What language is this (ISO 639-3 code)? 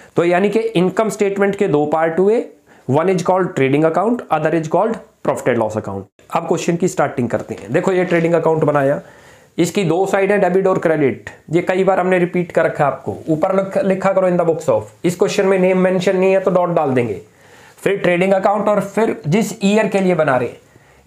hin